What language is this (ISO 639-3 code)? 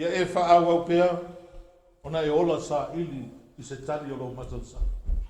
smo